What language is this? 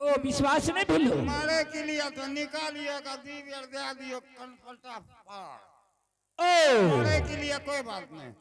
Angika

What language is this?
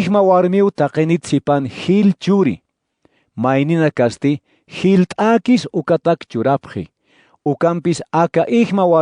Aymara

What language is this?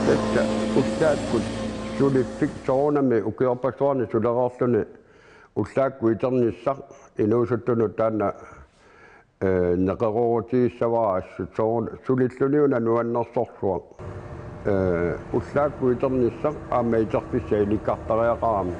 Kalaallisut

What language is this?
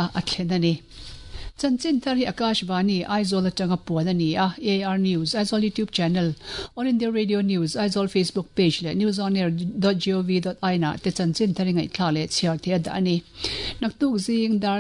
Mizo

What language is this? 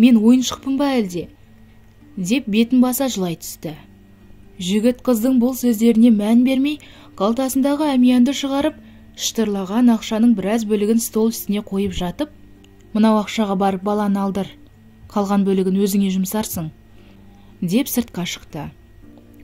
Kazakh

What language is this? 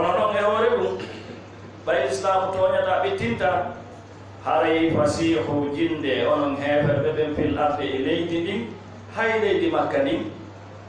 Fula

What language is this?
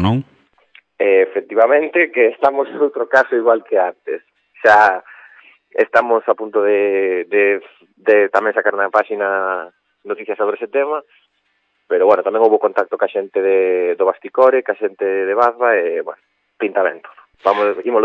Galician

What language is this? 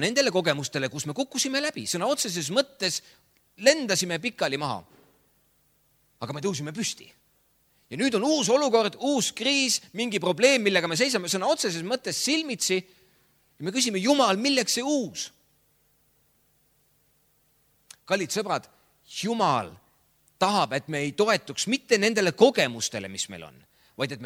Estonian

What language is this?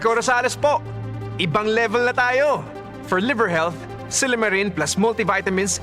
Bikol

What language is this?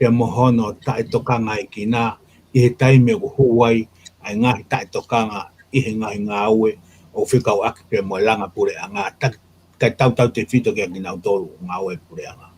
Tongan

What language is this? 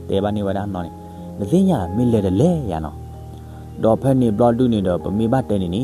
S'gaw Karen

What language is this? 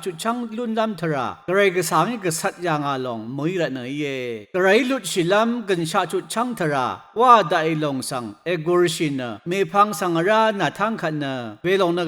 Rawang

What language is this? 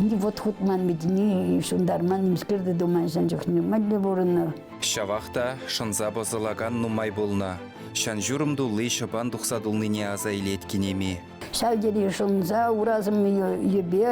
Chuvash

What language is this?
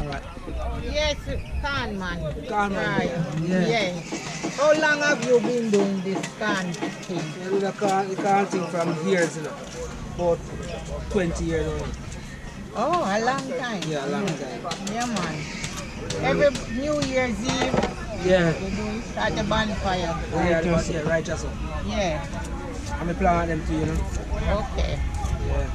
Jamaican Creole English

